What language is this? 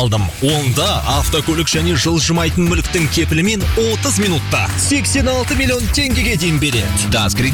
Kazakh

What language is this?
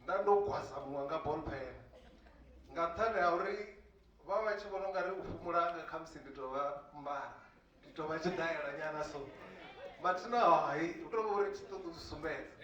Venda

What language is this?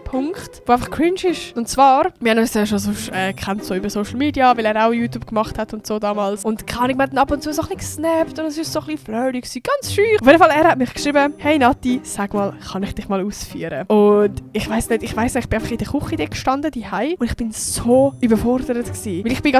Swiss German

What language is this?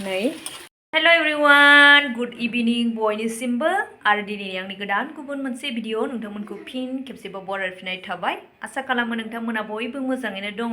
Bodo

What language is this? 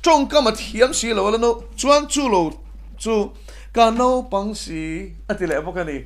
Mizo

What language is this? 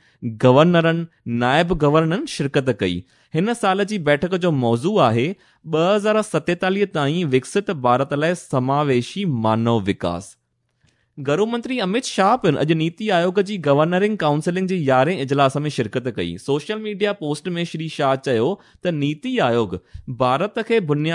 Sindhi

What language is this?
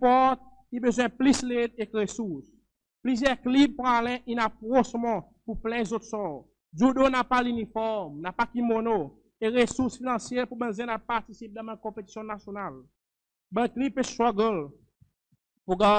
Seselwa Creole French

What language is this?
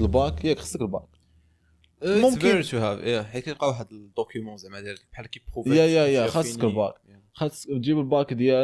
Moroccan Arabic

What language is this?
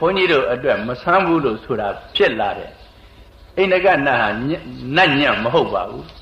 Burmese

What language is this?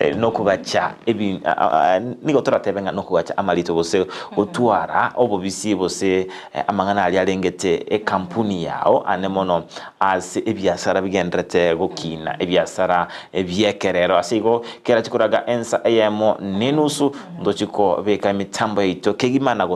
Gusii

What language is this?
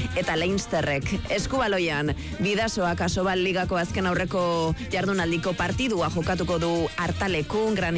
Basque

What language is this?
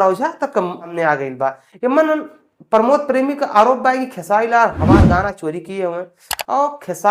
Bhojpuri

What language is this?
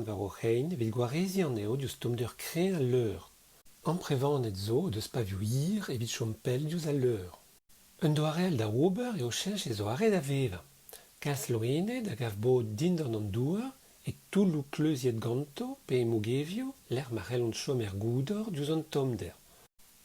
Breton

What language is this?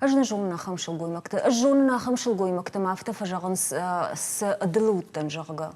Ossetic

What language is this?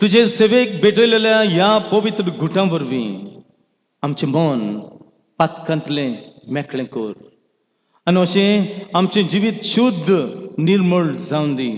Konkani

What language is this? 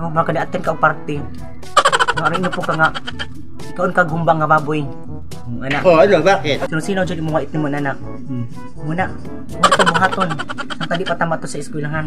Cebuano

